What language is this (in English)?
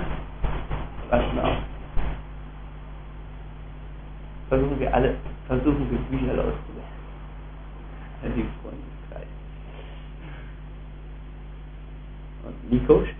German